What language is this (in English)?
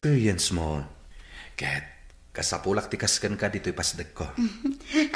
Iloko